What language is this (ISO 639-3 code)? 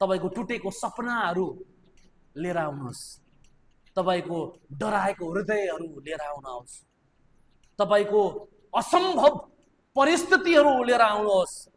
nep